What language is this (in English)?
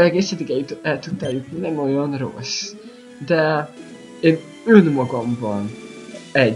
Hungarian